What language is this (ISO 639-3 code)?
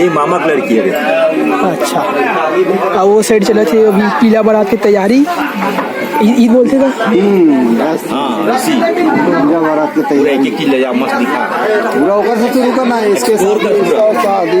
hne